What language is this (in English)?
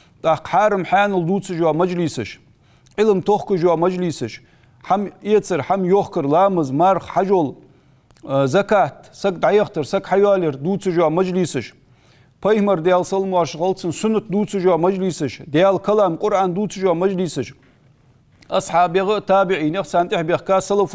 Ingush